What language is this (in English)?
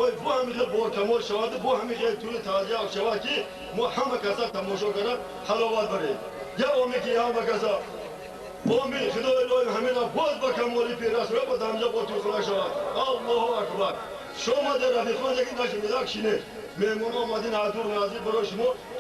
Tajik